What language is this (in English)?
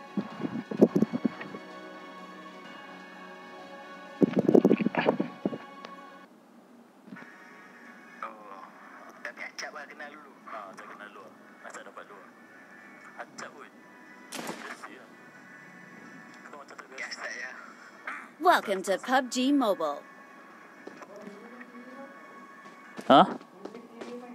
Malay